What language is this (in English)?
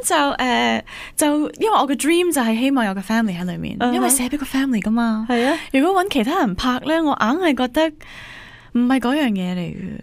Cantonese